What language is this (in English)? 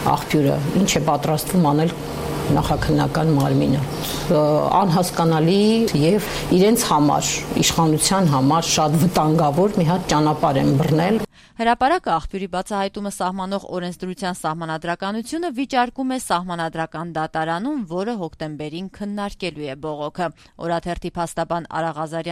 Armenian